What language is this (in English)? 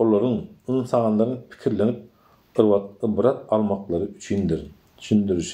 Turkmen